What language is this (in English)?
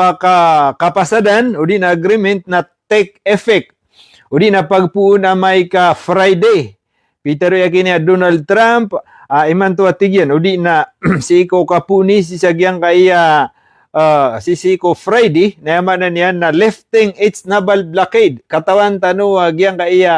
Maranao